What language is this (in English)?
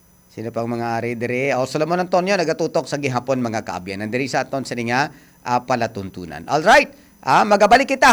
Hiligaynon